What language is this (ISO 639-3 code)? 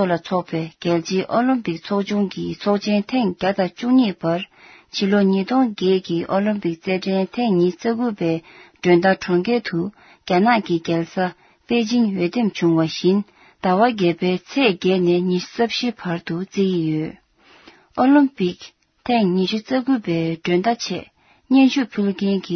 bod